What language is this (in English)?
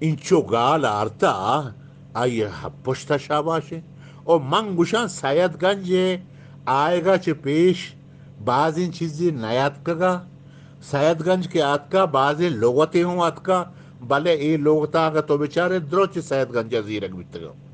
Eastern Balochi